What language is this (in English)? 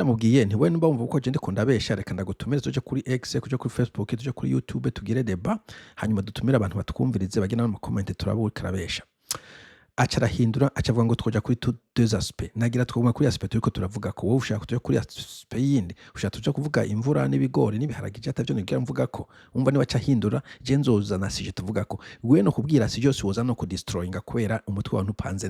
Rundi